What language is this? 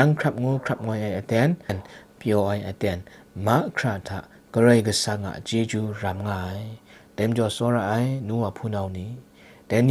Kachin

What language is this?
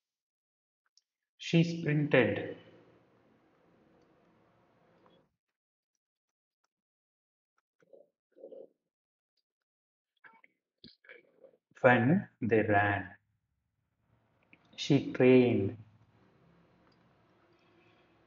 Kannada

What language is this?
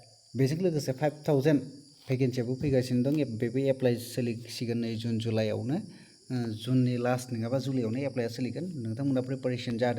Bodo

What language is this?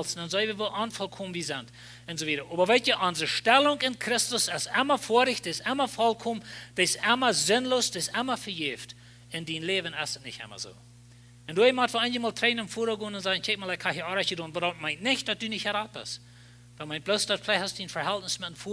Plautdietsch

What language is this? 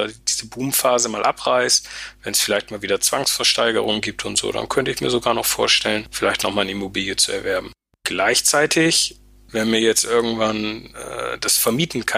German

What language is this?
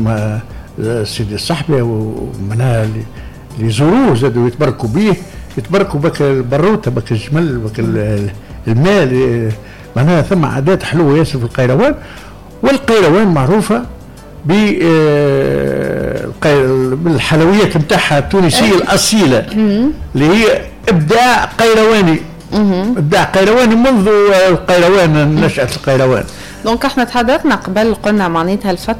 Tunisian Arabic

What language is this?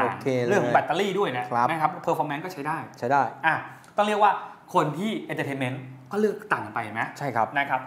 Thai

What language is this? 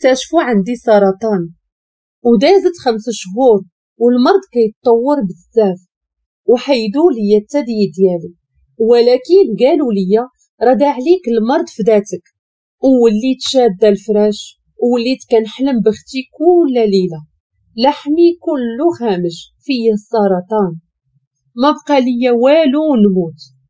Moroccan Arabic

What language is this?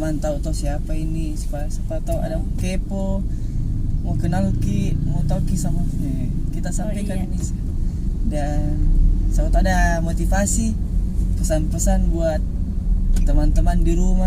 Makassar Malay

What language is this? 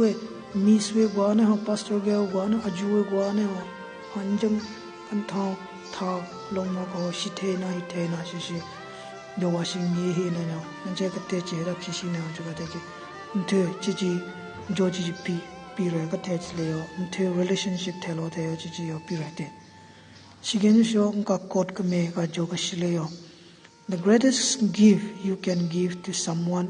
Southern Rengma Naga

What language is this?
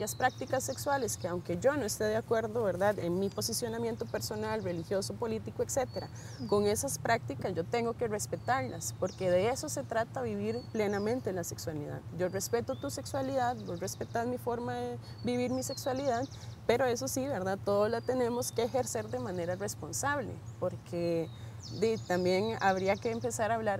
Spanish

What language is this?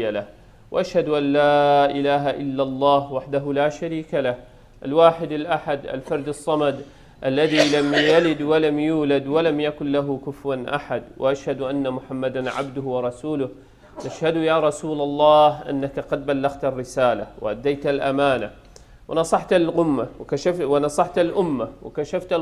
Kurdish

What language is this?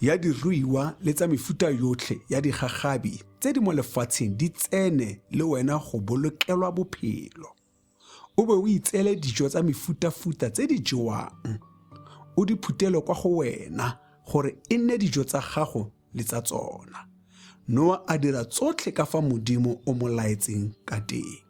Tswana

